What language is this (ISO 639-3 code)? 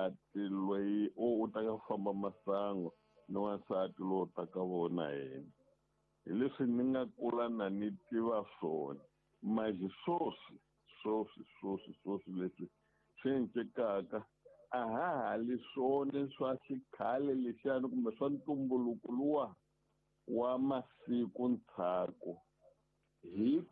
tso